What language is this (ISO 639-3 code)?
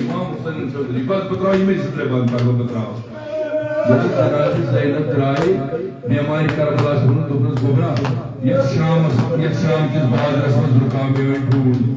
kas